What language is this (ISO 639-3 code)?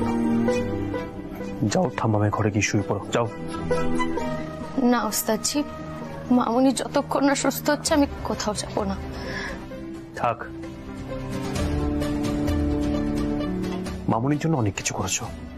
ben